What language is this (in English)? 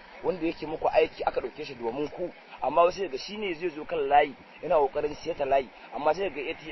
Hausa